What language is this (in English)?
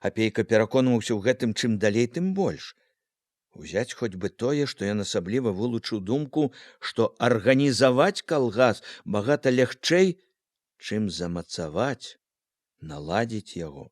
Belarusian